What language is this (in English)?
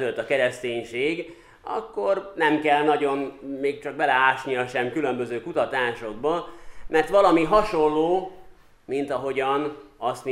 Hungarian